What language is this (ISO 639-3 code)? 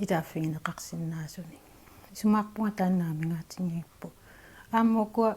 kal